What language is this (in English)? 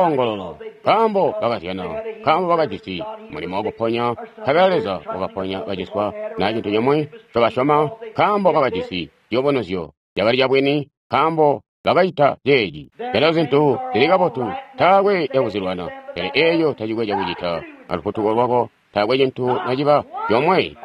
Tonga (Zambia)